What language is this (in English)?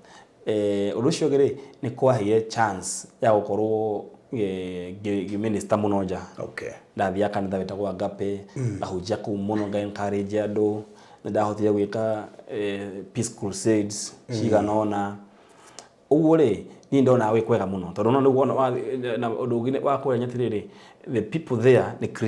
Kikuyu